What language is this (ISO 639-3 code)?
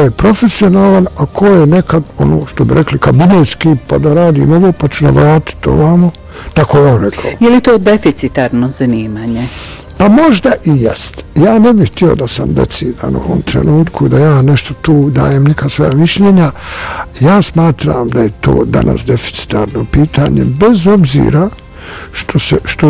bos